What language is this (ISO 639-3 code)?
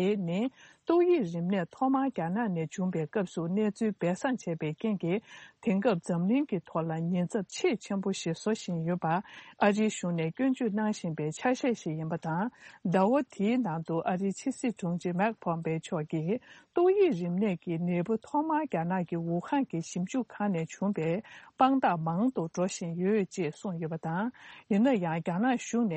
bod